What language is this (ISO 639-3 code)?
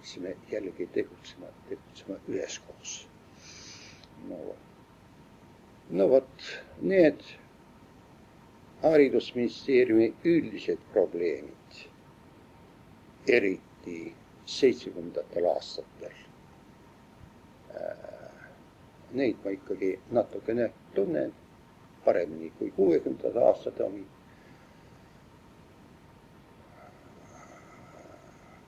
est